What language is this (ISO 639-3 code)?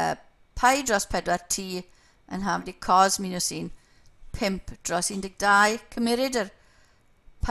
cym